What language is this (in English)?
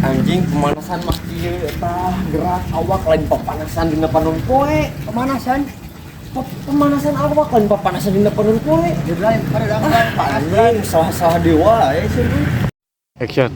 Sundanese